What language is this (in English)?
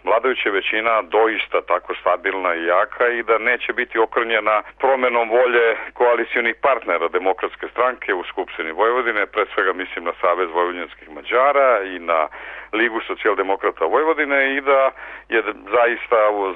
Serbian